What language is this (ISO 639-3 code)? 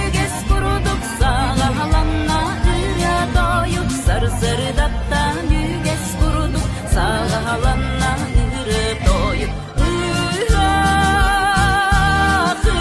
sah